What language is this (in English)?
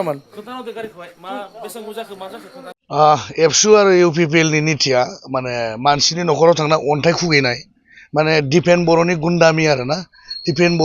Bodo